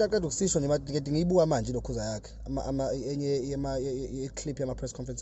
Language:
Zulu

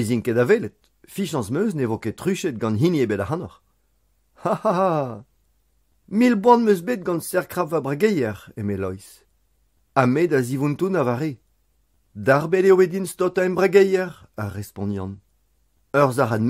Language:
Breton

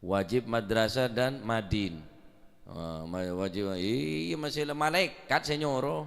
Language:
Madurese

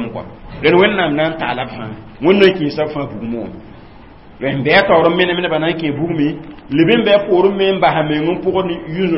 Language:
Mossi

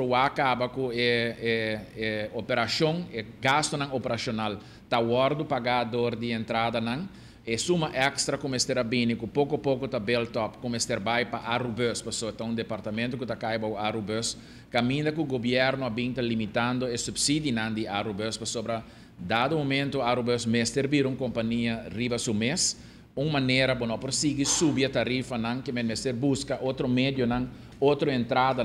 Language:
Papiamento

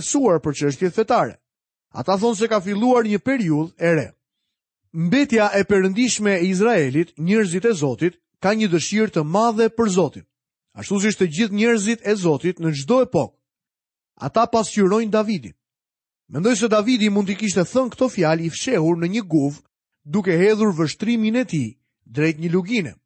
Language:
Albanian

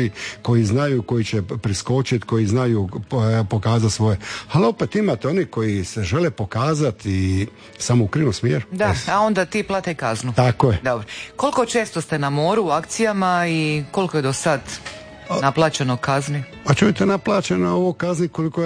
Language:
Croatian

